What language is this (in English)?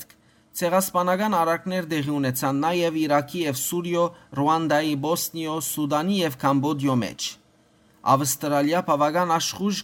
Western Armenian